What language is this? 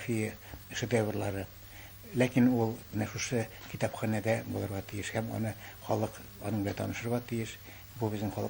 Tatar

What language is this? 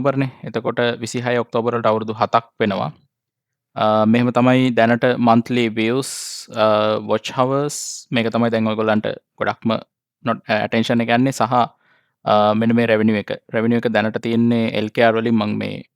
Sinhala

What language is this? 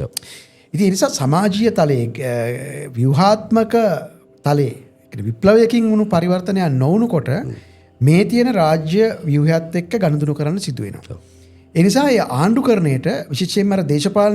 Sinhala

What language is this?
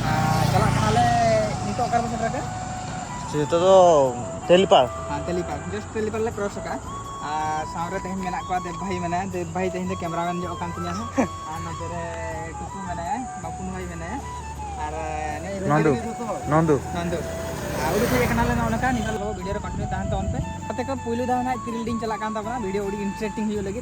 Santali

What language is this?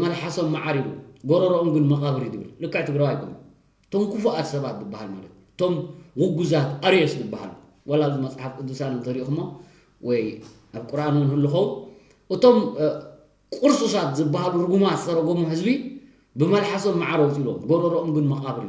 Tigrinya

